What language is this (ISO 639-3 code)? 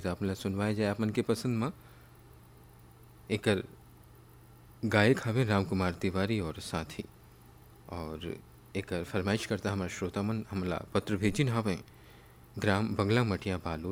hne